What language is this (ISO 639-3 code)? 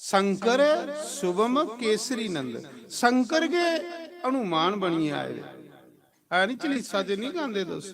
doi